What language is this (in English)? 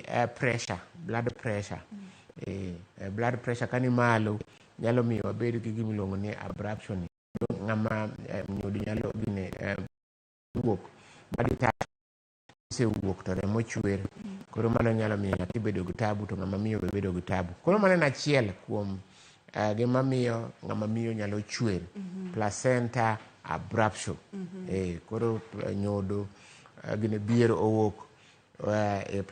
Luo (Kenya and Tanzania)